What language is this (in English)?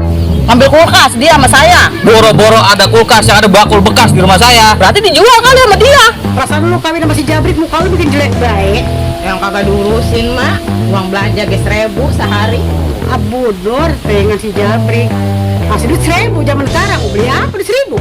Betawi